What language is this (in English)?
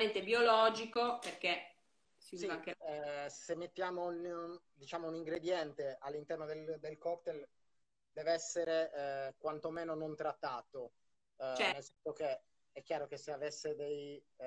Italian